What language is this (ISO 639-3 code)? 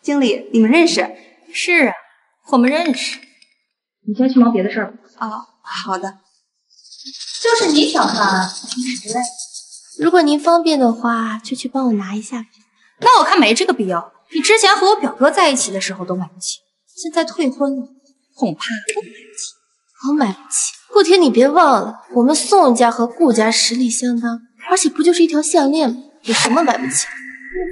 zho